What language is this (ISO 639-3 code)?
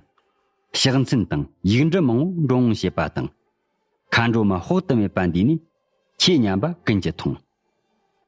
bod